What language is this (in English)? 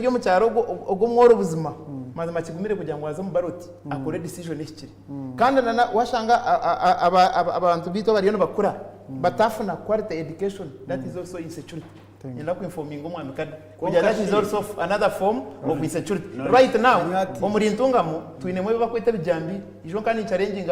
Nyankole